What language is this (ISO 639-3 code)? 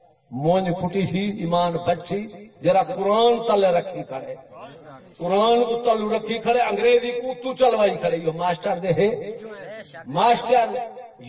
skr